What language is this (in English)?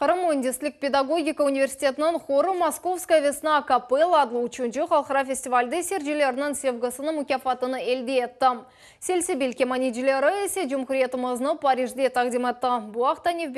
Crimean Tatar